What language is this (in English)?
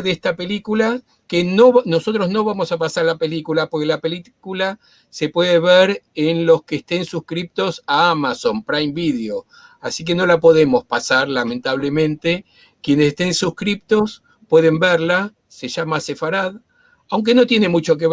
Ladino